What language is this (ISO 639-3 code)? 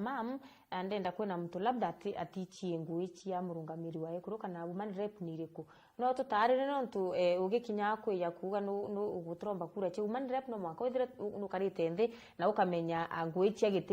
mer